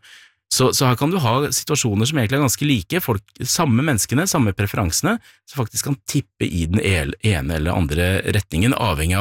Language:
Norwegian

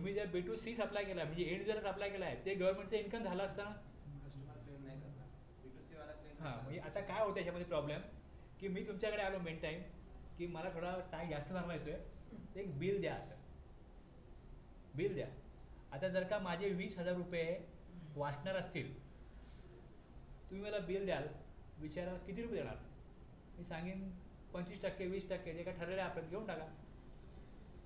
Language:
Marathi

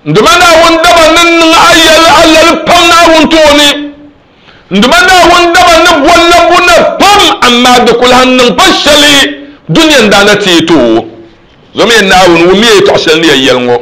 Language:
Dagbani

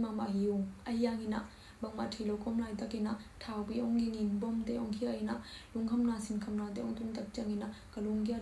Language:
Tedim Chin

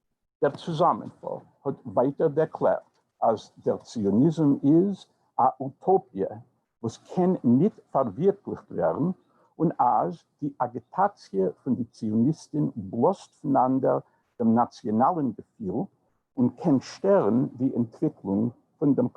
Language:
Yiddish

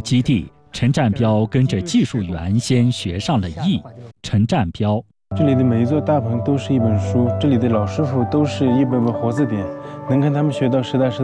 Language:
Chinese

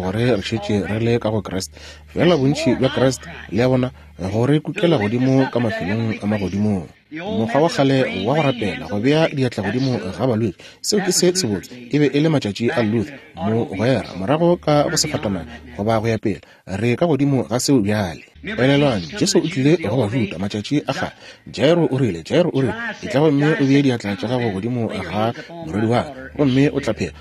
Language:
Northern Sotho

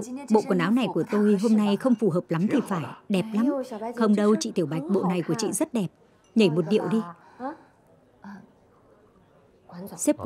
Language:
Vietnamese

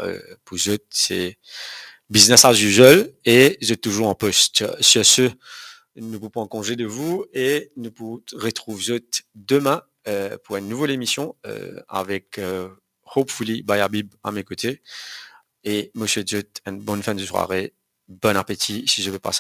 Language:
Morisyen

